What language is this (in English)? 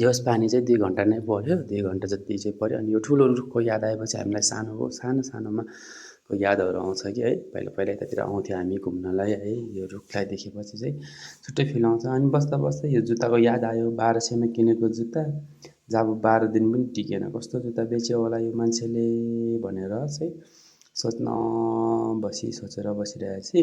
Nepali